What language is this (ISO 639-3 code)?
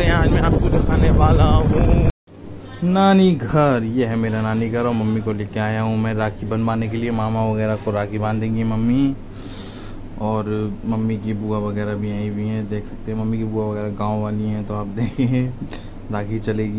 hin